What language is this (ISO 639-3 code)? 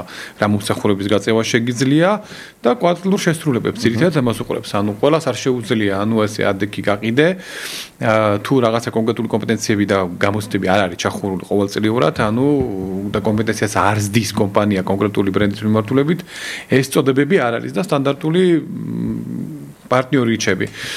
kat